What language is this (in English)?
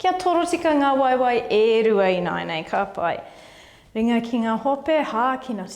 Māori